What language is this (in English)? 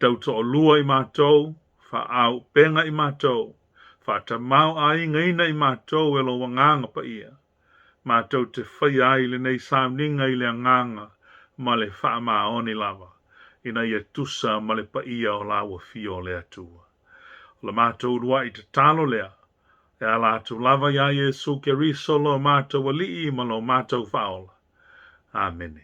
Samoan